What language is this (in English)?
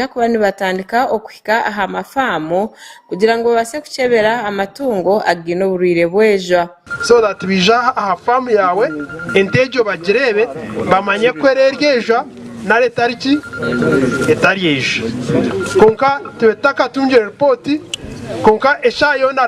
Nyankole